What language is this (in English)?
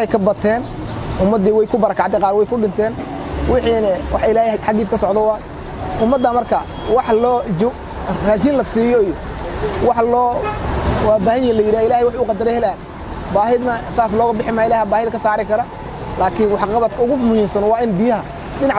Somali